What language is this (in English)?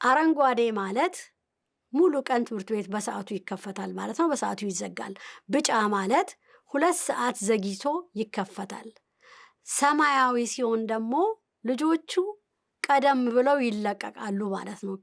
Amharic